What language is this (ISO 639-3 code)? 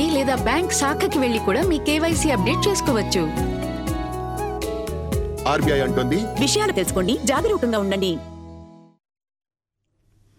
tel